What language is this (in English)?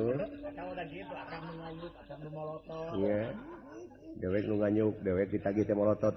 Sundanese